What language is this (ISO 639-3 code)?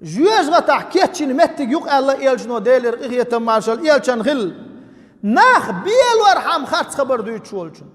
che